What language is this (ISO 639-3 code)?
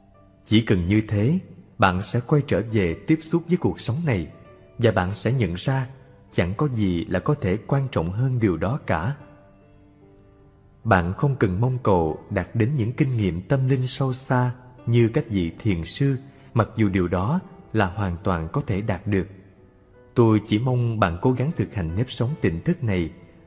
vie